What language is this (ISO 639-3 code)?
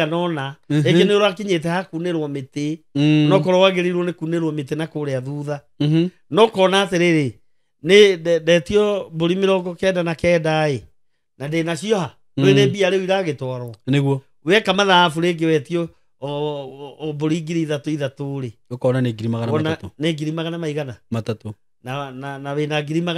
kik